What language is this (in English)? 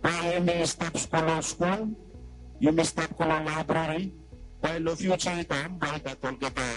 Bislama